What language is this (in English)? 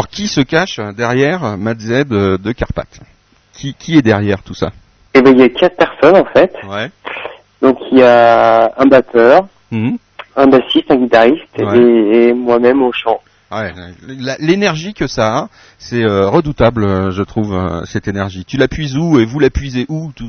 French